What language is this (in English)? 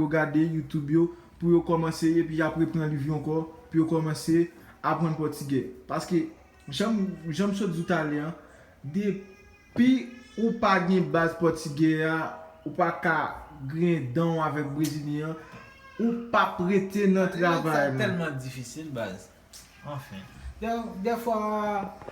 Haitian Creole